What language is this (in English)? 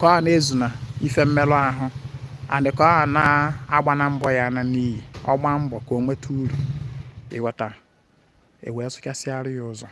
Igbo